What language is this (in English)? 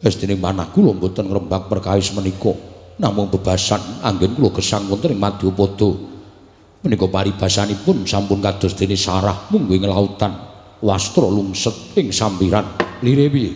Javanese